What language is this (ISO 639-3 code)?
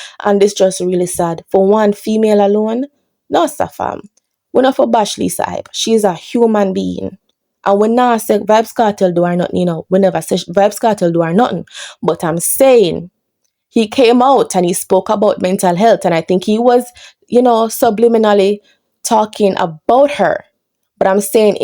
jam